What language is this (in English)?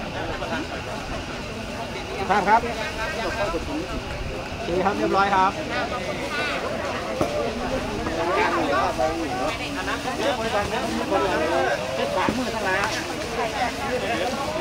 Thai